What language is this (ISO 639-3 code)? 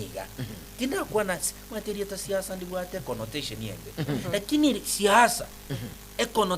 guz